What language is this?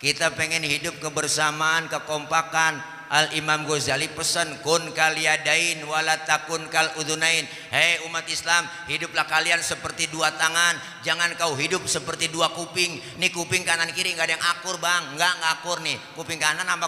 Betawi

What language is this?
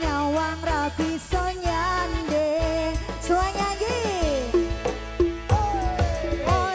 Javanese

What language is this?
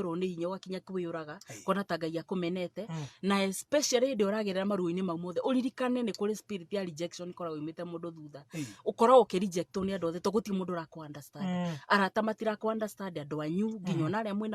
Kikuyu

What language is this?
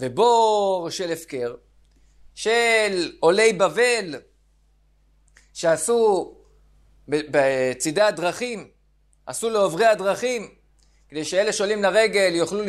Hebrew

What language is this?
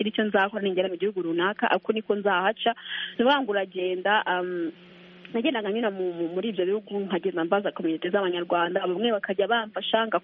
Kinyarwanda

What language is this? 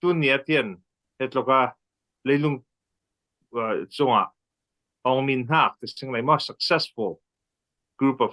Falam Chin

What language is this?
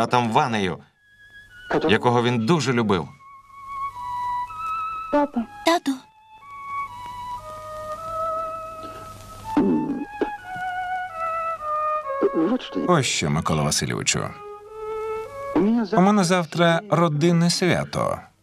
Ukrainian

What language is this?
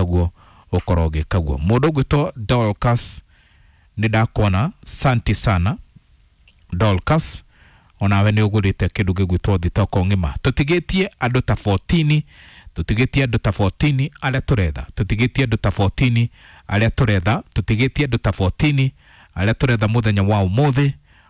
Kikuyu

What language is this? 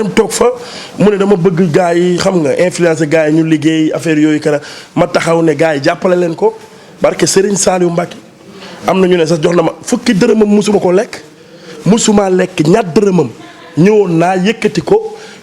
Wolof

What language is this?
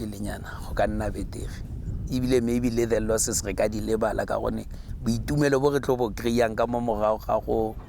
Tswana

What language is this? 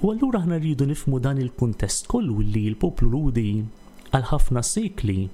Maltese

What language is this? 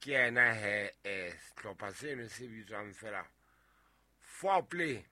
Southern Sotho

